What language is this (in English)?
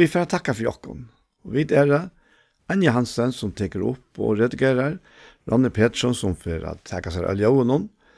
Faroese